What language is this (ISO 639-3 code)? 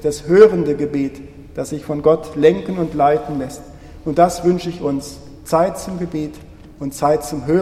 deu